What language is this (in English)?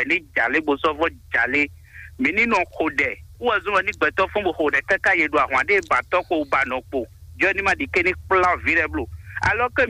Fon